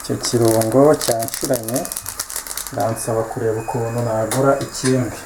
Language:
Kinyarwanda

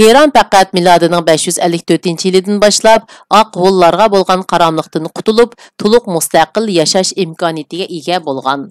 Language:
Uyghur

